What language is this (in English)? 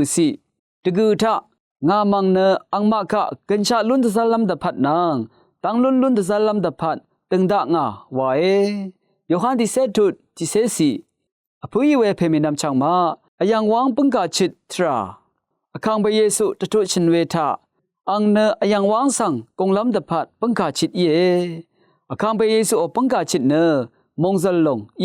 Rawang